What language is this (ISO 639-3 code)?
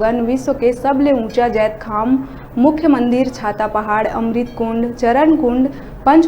hne